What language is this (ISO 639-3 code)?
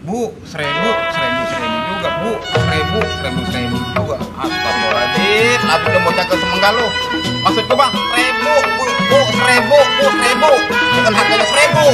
bew